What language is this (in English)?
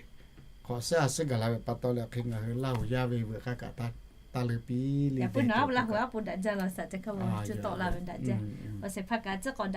Lahu